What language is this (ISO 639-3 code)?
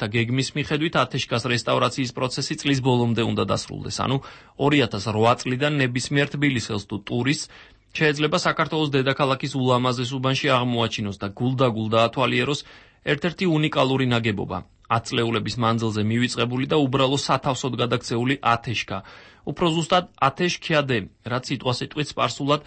kat